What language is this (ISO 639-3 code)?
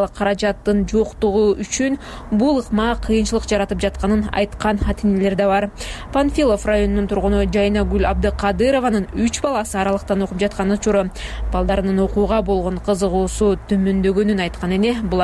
kir